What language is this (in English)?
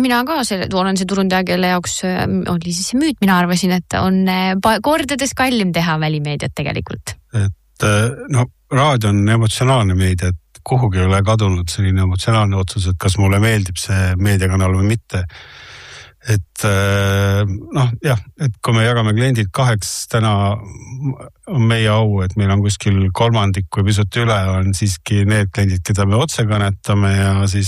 Estonian